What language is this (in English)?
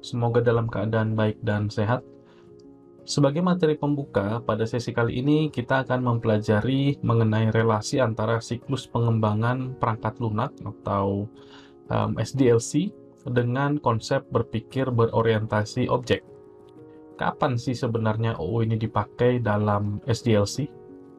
Indonesian